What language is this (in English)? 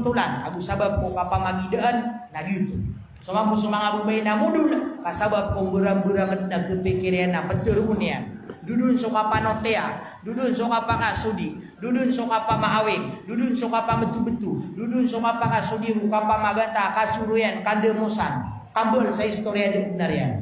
Maranao